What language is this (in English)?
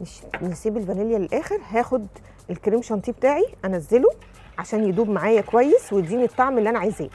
Egyptian Arabic